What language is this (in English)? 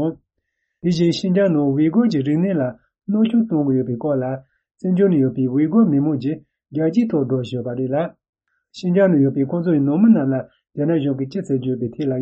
Tibetan